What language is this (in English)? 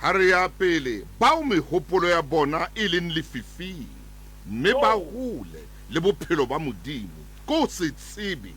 Southern Sotho